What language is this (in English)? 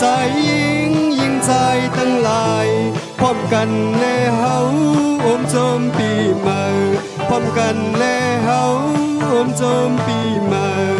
Shan